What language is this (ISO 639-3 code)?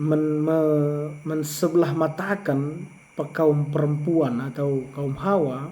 btx